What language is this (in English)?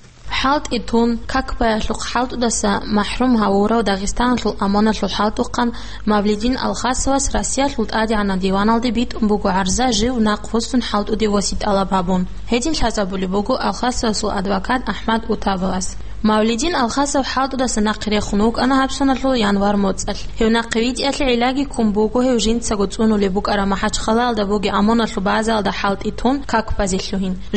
Avaric